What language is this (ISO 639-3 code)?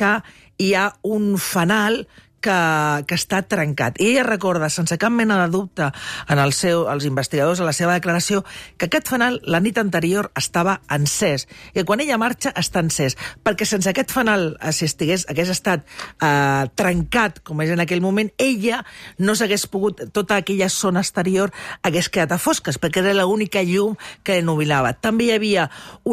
cat